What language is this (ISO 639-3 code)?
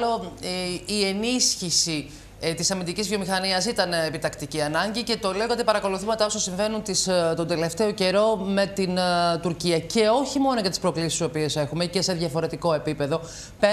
ell